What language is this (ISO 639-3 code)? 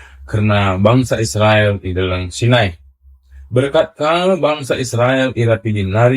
btx